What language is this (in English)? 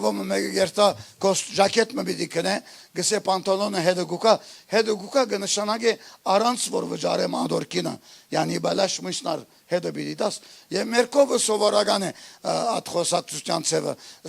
Western Armenian